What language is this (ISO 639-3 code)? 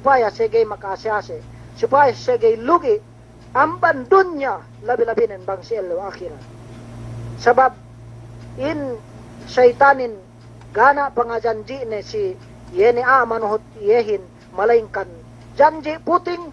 yka